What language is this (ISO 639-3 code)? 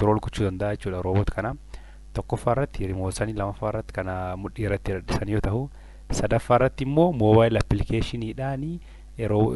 orm